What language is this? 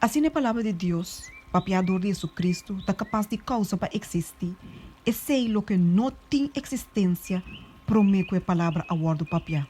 Papiamento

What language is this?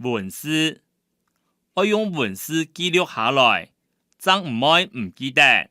Hakka Chinese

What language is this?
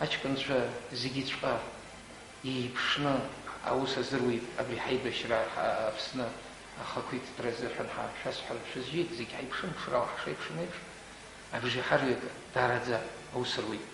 Abkhazian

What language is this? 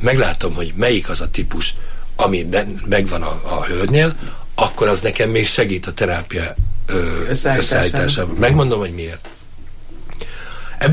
Hungarian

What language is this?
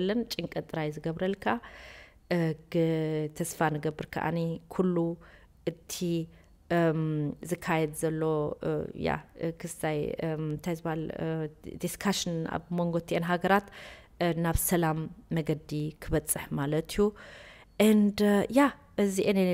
Tigrinya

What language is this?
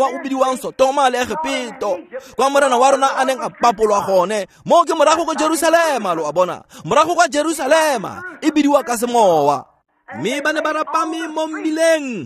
Tswana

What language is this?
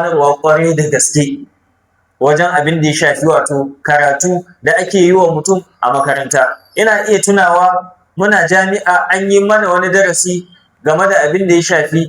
Hausa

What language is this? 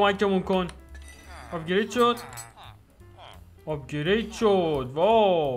Persian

